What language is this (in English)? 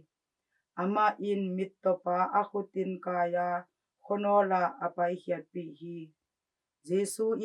Tedim Chin